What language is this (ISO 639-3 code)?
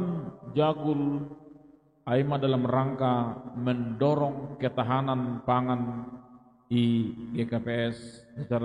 bts